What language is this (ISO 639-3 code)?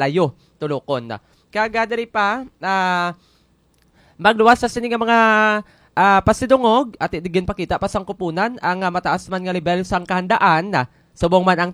hil